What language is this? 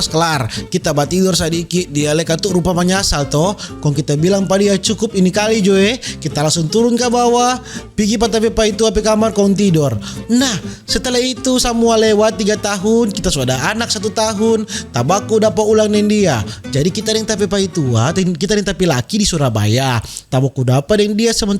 Manado Malay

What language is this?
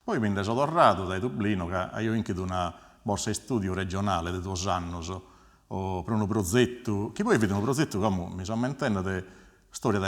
Sardinian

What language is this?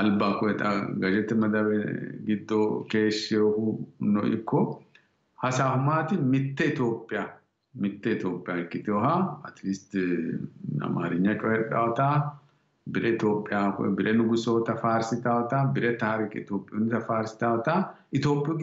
Sidamo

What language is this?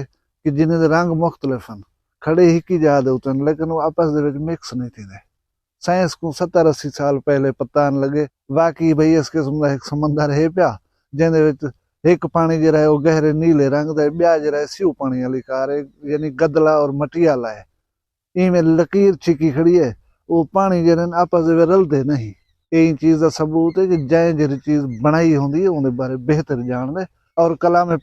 Saraiki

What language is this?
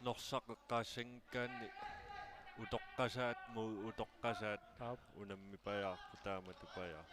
Kalaallisut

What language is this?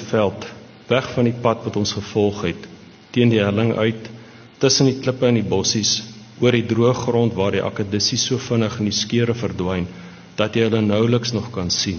Afrikaans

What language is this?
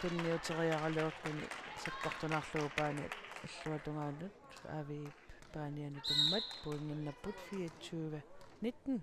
Kalaallisut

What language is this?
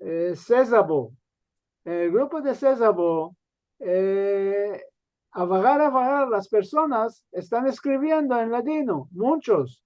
Ladino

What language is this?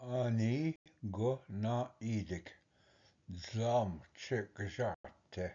Ojibwa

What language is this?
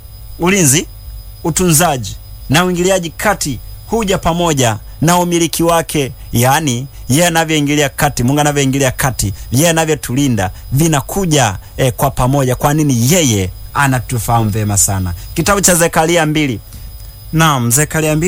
Swahili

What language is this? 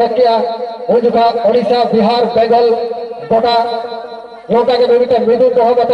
Santali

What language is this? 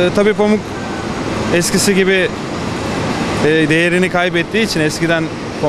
Turkish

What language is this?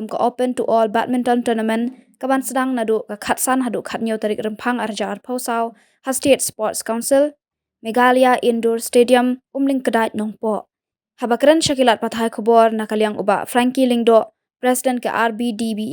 Khasi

